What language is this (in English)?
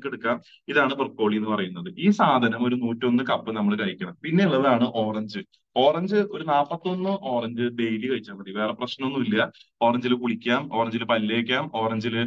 Malayalam